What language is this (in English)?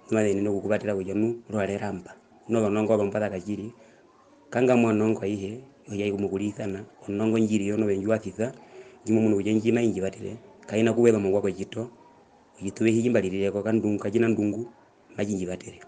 Herero